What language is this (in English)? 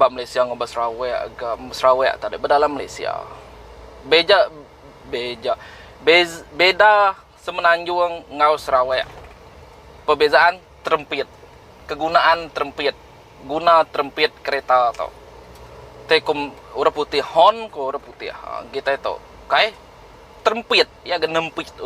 Iban